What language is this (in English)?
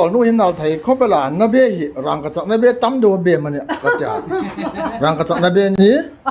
Hmar